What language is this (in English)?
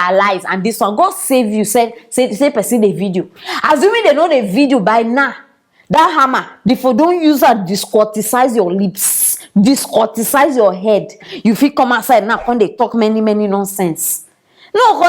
Nigerian Pidgin